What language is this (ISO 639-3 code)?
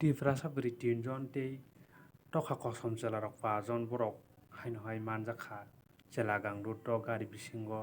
trp